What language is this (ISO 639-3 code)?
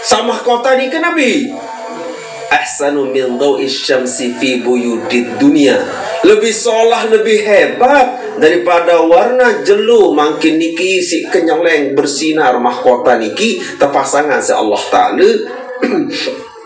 sas